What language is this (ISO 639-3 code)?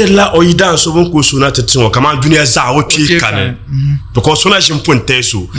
dag